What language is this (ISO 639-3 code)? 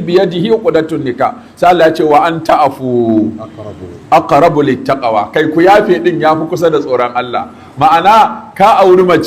hau